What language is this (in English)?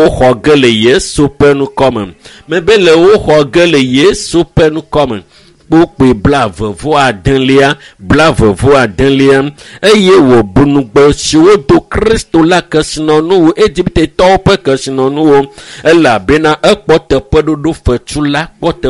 Ewe